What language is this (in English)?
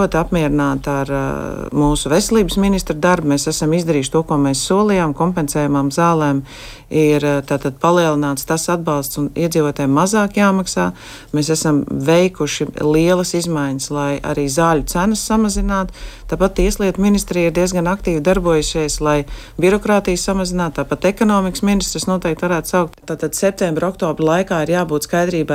Latvian